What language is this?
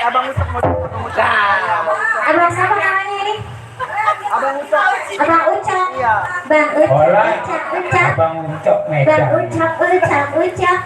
Betawi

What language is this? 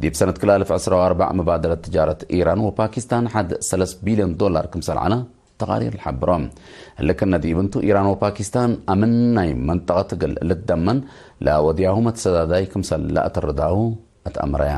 Tigre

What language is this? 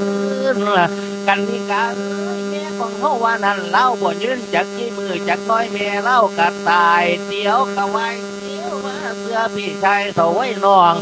Lao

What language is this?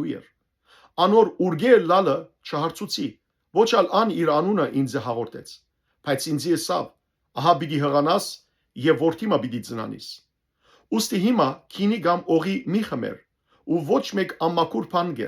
Western Armenian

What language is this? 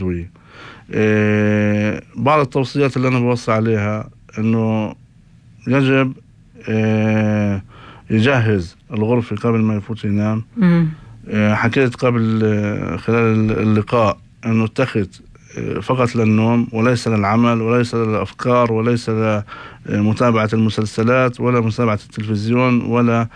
North Levantine Arabic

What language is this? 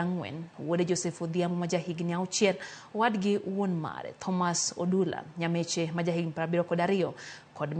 Luo (Kenya and Tanzania)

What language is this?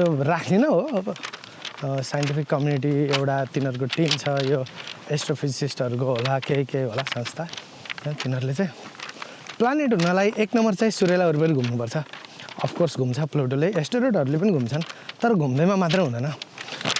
Nepali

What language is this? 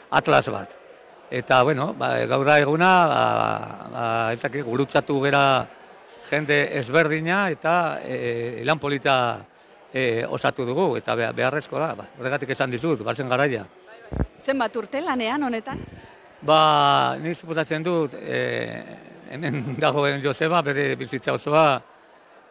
Basque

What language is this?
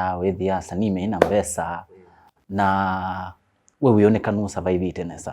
Kamba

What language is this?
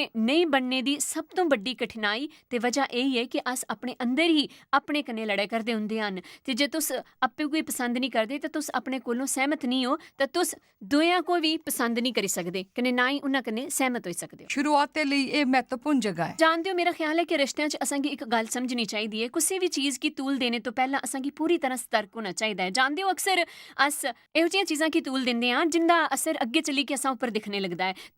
Dogri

